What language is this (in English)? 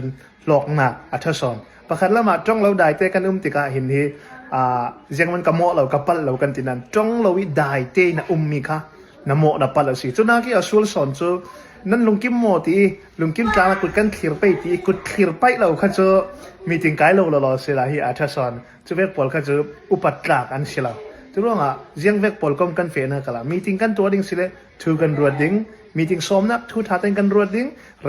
Falam Chin